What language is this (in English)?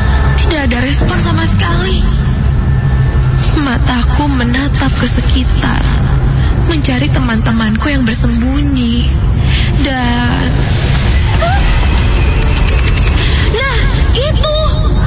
Indonesian